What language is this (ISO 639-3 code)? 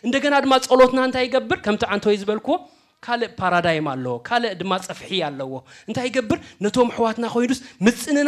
tir